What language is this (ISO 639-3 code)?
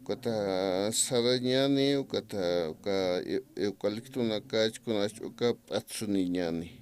aym